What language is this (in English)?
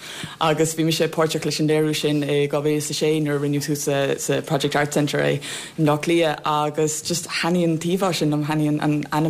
Irish